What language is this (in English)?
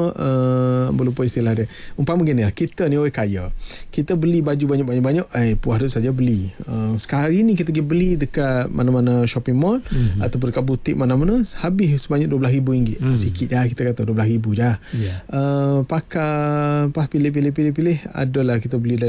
Malay